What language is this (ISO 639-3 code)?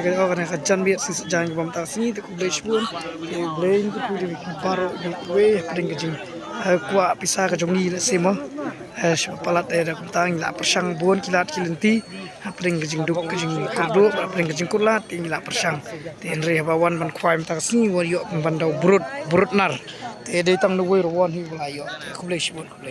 kha